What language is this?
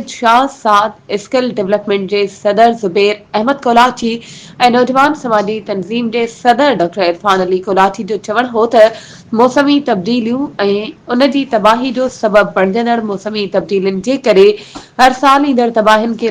Sindhi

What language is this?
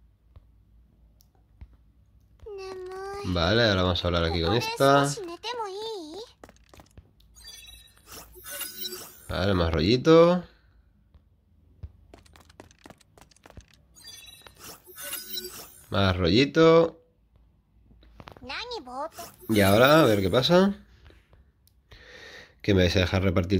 Spanish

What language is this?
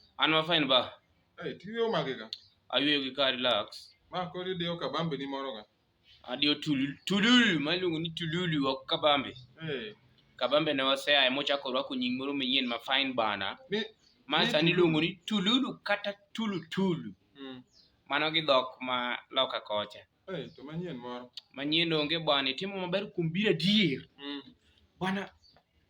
Luo (Kenya and Tanzania)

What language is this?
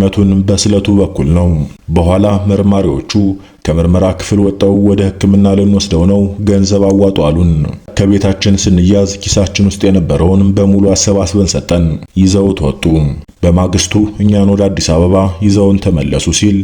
Amharic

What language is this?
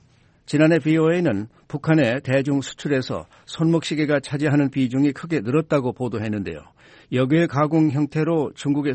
Korean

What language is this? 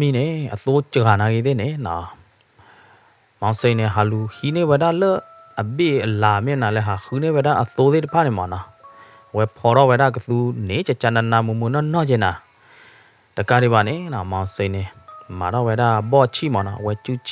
S'gaw Karen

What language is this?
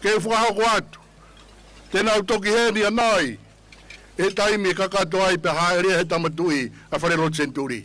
Tongan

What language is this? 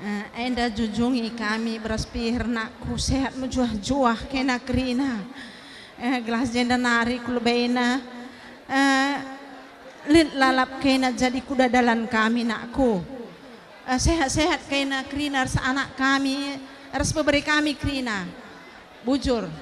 Batak Karo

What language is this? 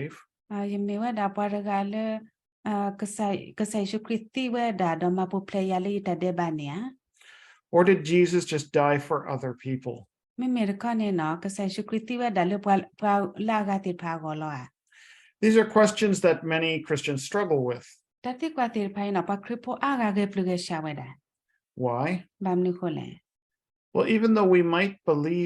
S'gaw Karen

